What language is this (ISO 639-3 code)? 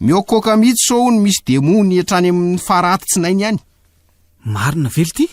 mlg